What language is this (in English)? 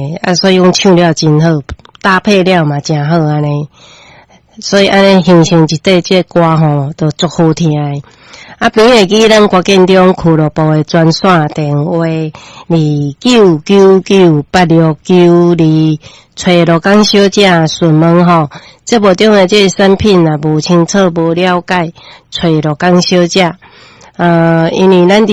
Min Nan Chinese